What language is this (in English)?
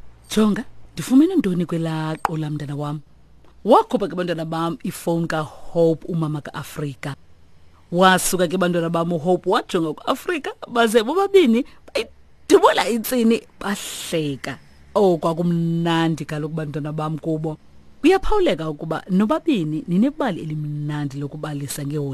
Xhosa